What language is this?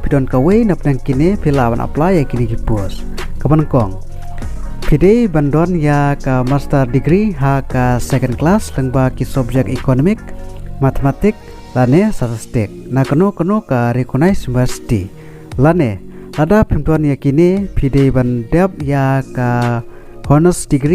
Khasi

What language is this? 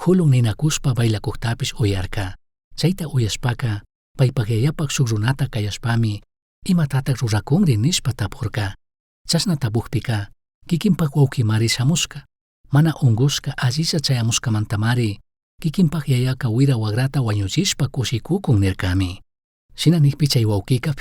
Chimborazo Highland Quichua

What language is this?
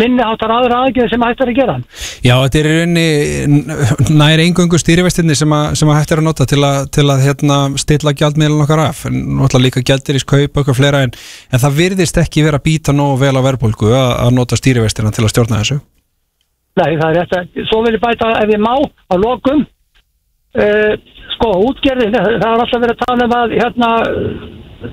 Icelandic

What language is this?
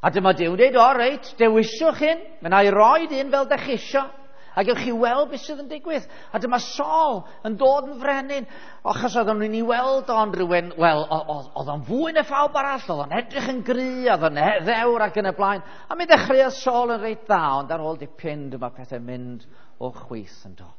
Welsh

